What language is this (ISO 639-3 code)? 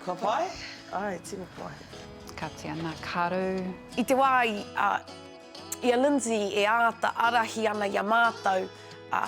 mri